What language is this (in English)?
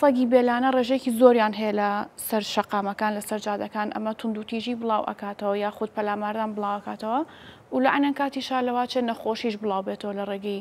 Central Kurdish